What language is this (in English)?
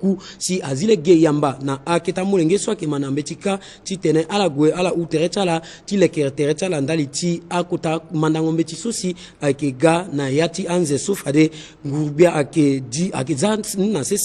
Sango